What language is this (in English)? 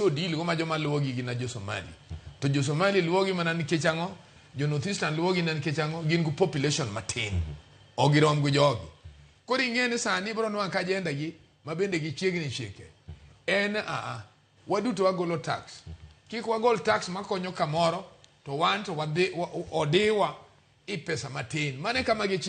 Luo (Kenya and Tanzania)